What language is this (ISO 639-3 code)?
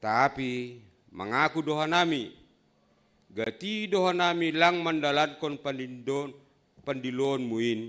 bts